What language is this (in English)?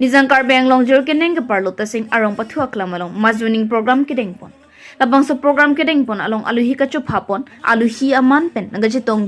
Karbi